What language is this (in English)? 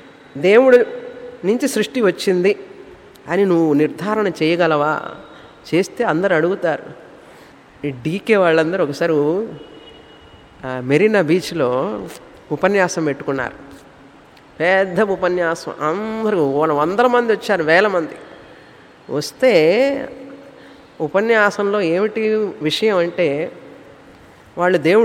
Telugu